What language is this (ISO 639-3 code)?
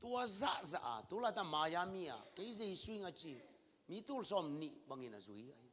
ctd